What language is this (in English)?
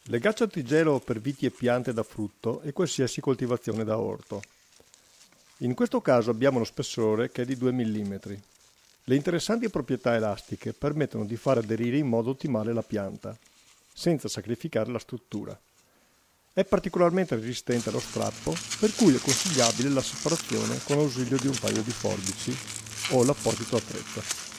Italian